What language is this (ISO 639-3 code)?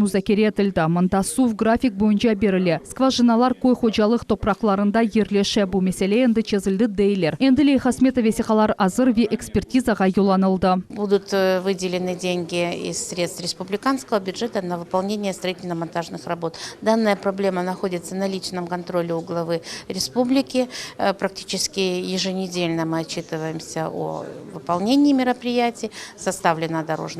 crh